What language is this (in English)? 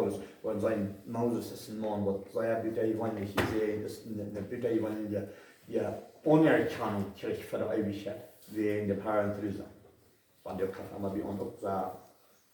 Plautdietsch